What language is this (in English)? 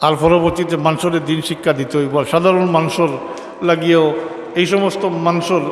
Sylheti